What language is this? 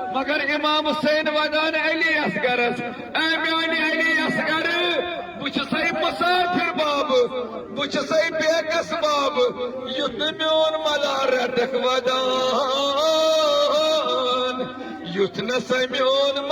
Kashmiri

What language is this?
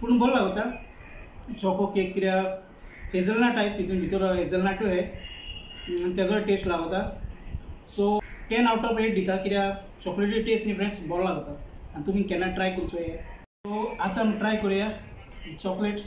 Konkani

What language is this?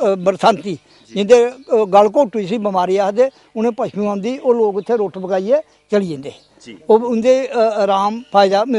Dogri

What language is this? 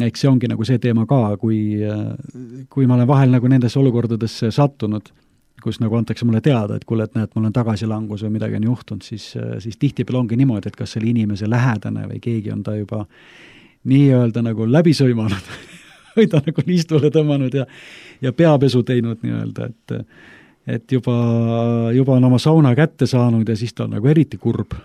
Estonian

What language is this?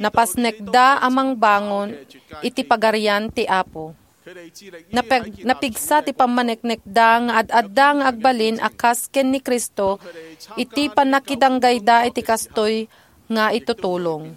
Iloko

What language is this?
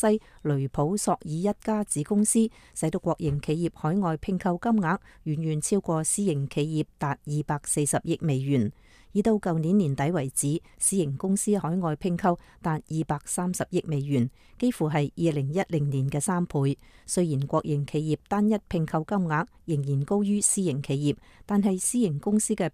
Cantonese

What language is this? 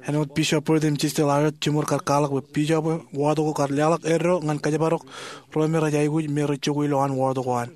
Marshallese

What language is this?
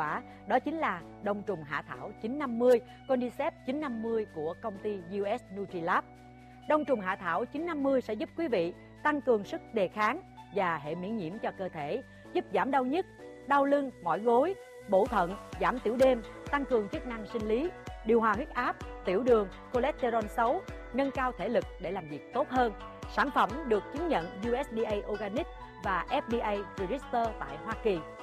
Vietnamese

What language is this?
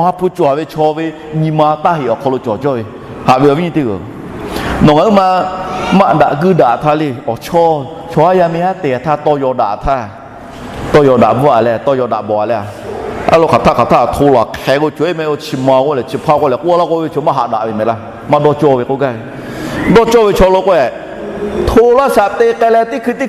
Lahu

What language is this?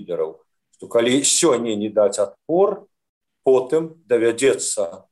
Belarusian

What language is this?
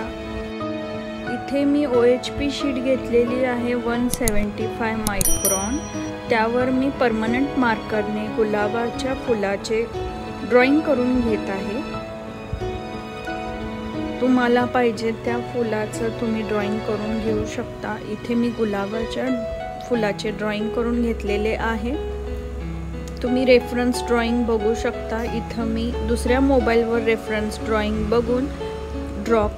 Marathi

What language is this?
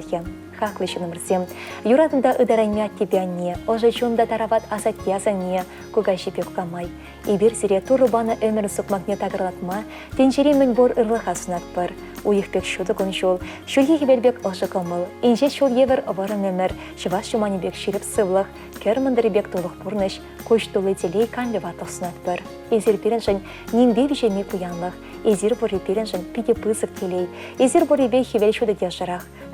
Chuvash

